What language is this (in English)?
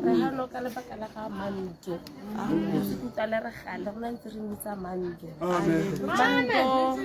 Tswana